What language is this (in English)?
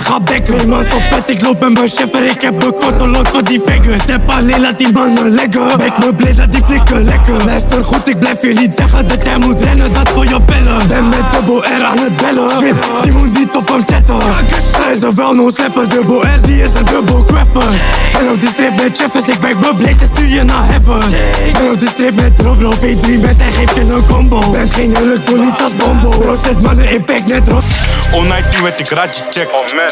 Dutch